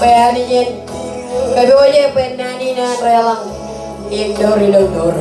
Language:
Marshallese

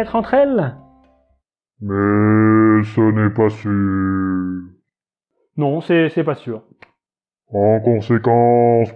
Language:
French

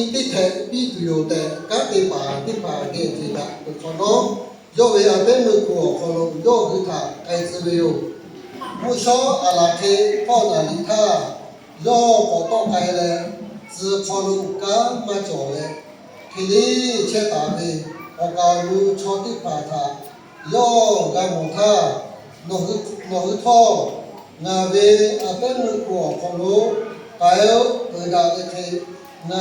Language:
Lahu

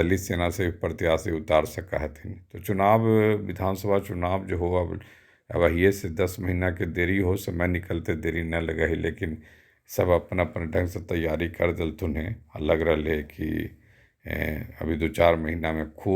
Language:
Magahi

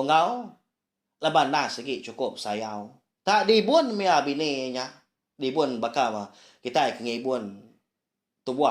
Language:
Iban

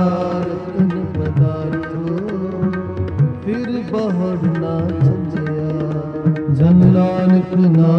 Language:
Punjabi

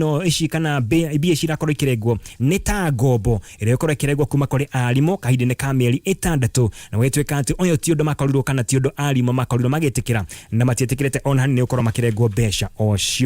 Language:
Kikuyu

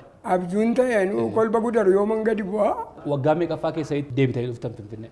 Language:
Oromo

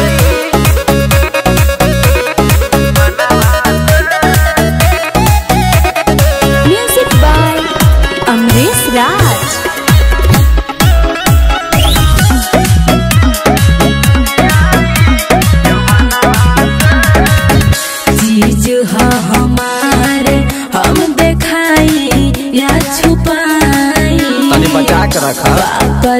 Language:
Bhojpuri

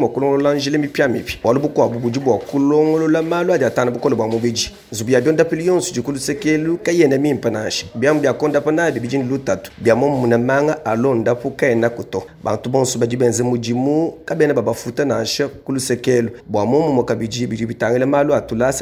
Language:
Luba-Lulua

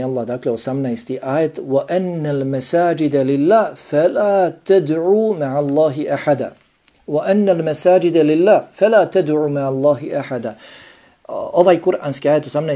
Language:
Bosnian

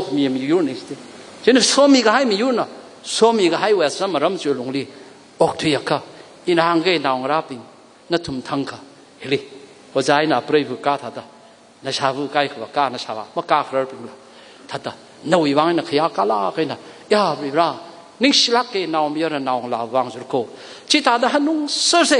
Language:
Tangkhul Naga (India)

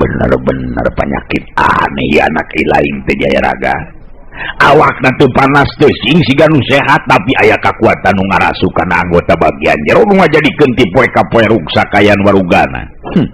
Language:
Sundanese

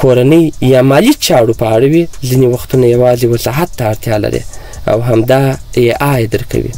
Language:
Pashto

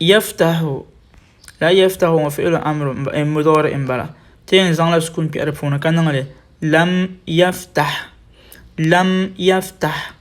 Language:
Dagbani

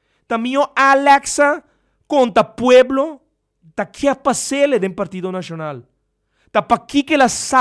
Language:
Papiamento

